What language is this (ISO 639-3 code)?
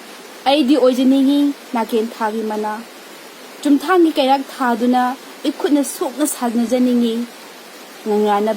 mni